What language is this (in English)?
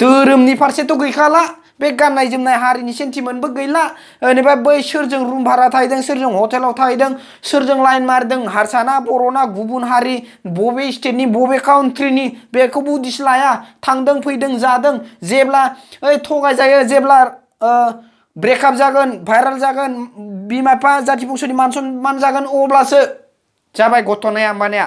Bodo